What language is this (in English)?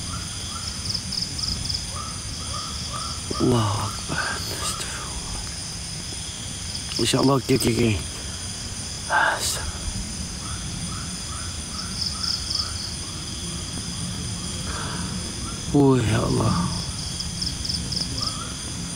Malay